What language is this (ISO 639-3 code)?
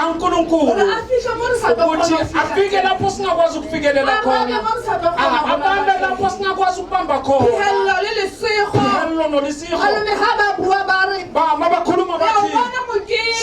sot